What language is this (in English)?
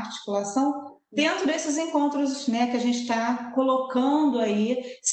Portuguese